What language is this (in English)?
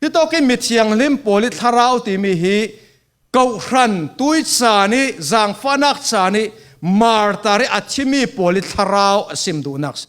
Falam Chin